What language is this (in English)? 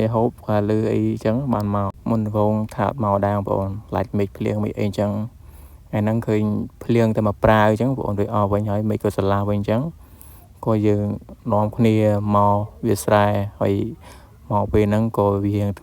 Khmer